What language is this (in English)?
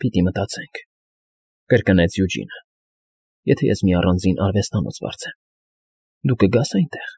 Armenian